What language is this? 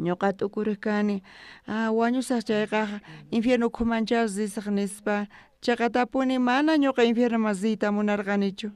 South Bolivian Quechua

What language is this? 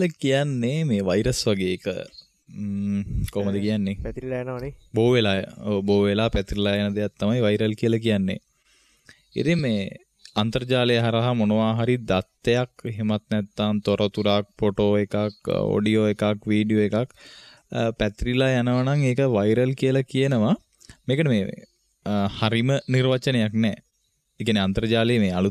Sinhala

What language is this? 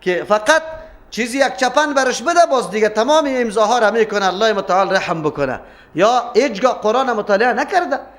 Persian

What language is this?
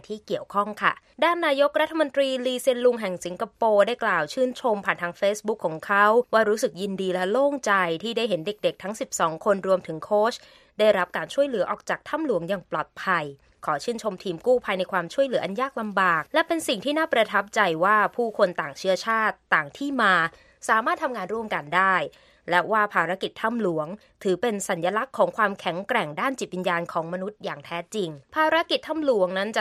Thai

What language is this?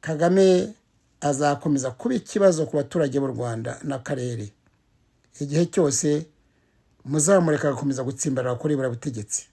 Kinyarwanda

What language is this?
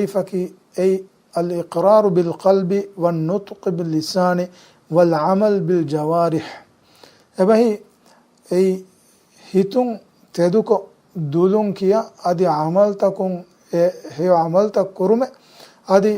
Divehi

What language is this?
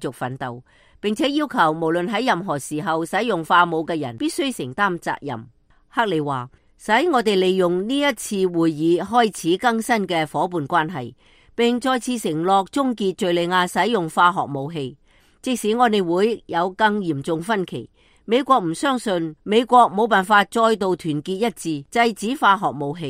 Cantonese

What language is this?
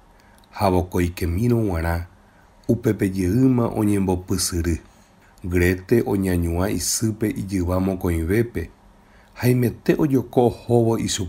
Guarani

